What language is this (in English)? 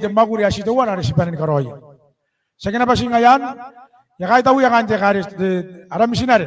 Gilbertese